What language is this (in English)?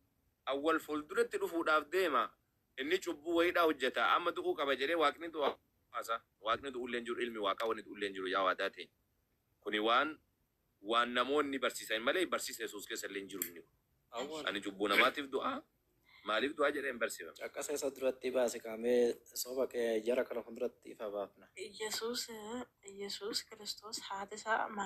Oromo